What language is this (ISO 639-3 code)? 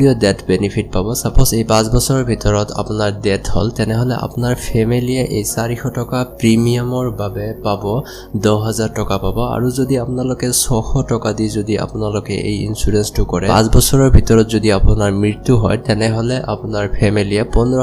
asm